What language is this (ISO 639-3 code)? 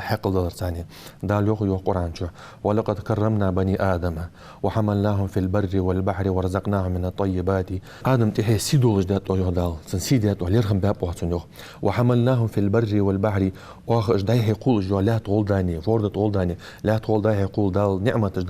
inh